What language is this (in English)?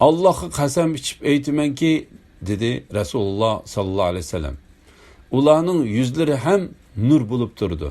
Uyghur